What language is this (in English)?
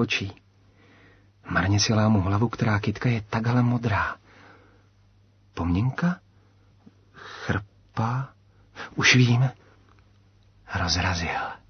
Czech